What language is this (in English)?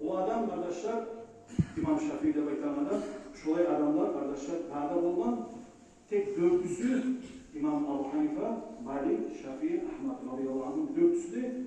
Kumyk